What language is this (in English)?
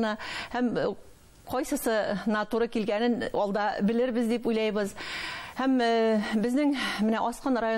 Bashkir